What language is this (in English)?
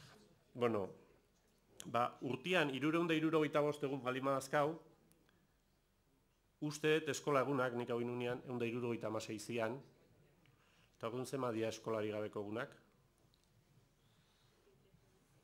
Basque